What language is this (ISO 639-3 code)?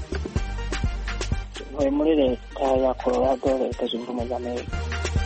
kin